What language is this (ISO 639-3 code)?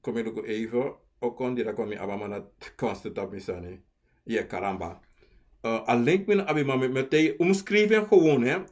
srn